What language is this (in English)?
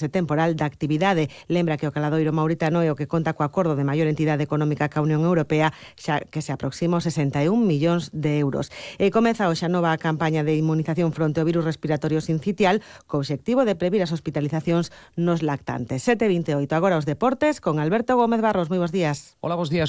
Galician